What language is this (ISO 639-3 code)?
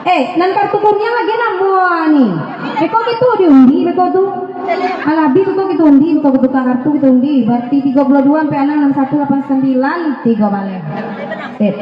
min